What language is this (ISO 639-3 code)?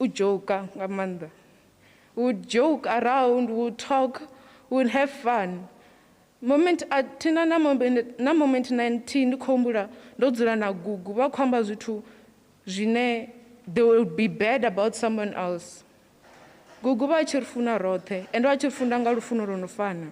ven